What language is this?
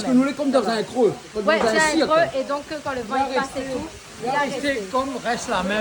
Réunion Creole French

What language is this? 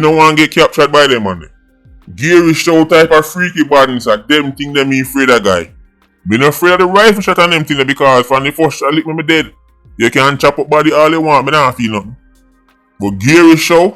Jamaican Creole English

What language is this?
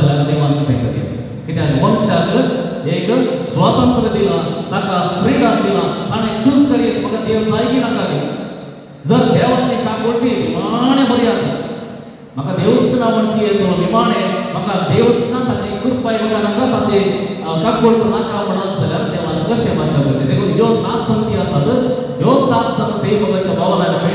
Konkani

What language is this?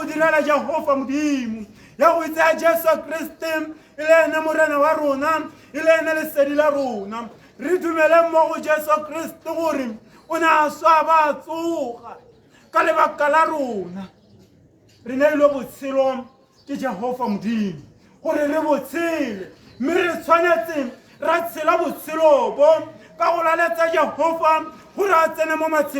Tswana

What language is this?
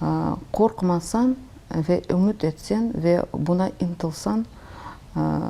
Crimean Tatar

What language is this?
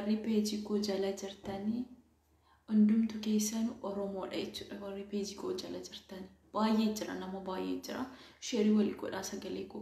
Oromo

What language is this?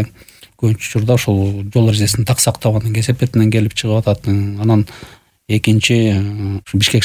Kyrgyz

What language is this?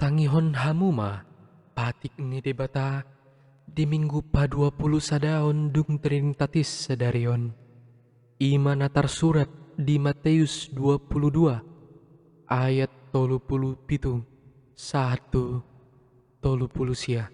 Batak Toba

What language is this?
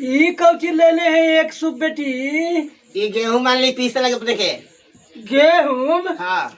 Magahi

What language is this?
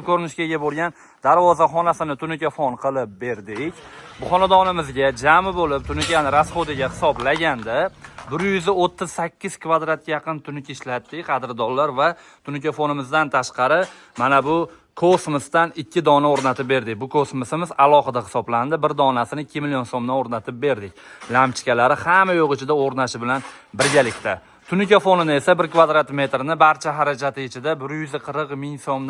Uzbek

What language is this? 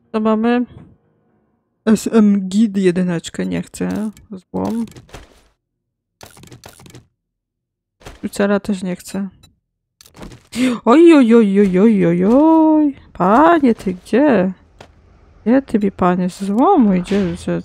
Polish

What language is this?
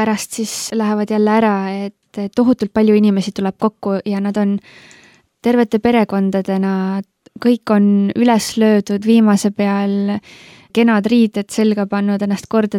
Estonian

